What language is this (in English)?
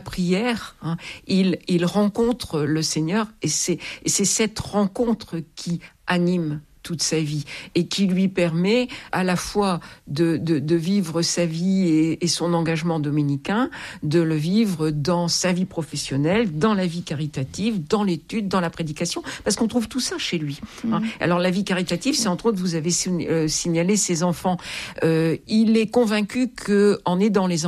French